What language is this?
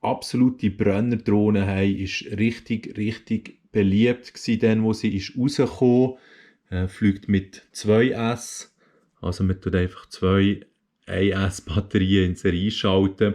Swiss German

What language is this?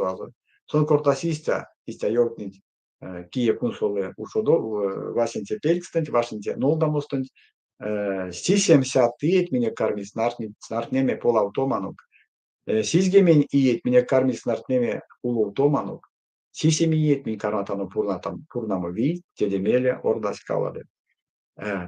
Erzya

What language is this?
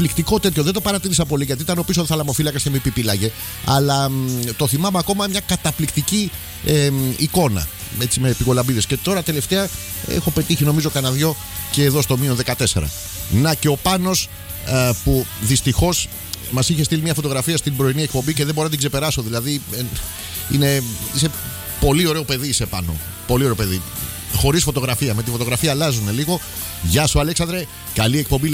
Greek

